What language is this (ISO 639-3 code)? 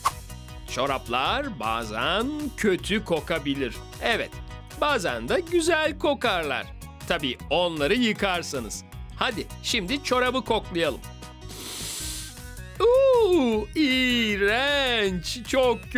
tur